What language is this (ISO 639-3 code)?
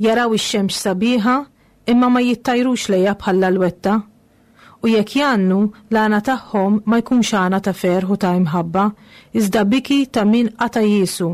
mlt